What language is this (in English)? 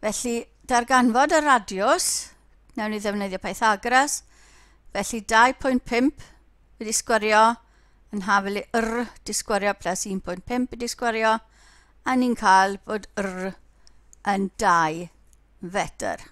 Welsh